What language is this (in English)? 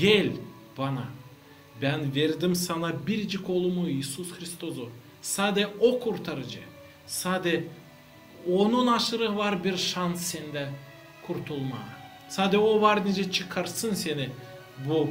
Gagauz